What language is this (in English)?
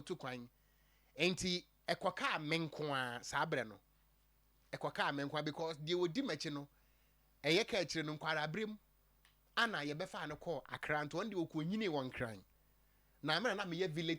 Akan